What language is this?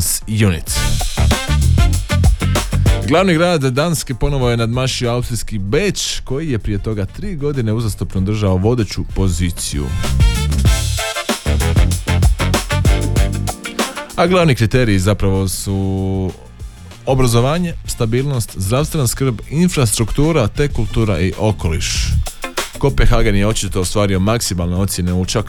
Croatian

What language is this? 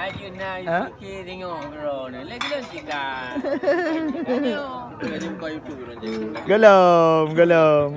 Achinese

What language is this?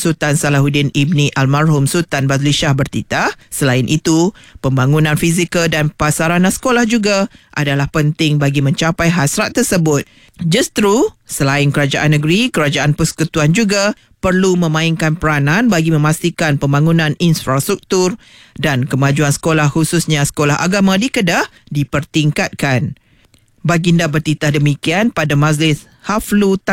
Malay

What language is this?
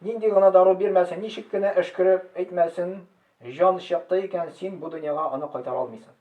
Tatar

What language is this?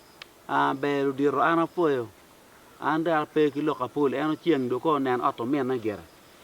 Acoli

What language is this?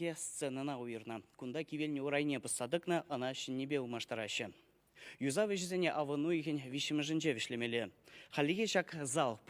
Chuvash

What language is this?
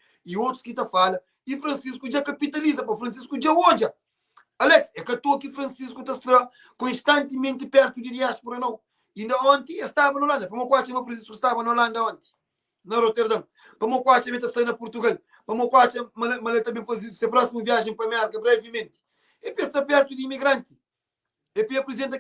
Kabuverdianu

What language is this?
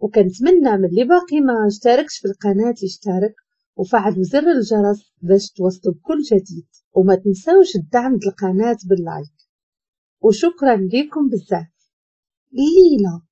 Moroccan Arabic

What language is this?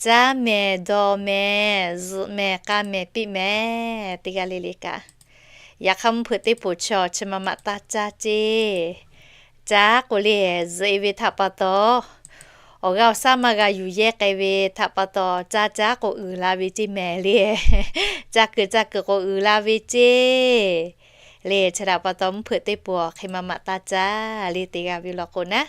Lahu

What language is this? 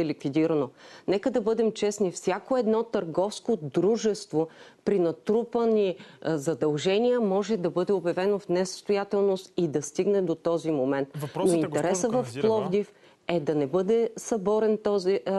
Bulgarian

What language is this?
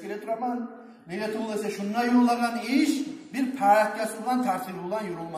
Kumyk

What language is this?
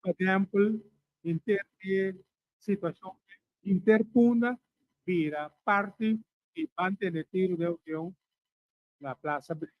Papiamento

